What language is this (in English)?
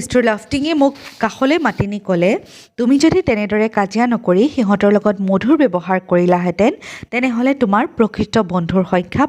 Assamese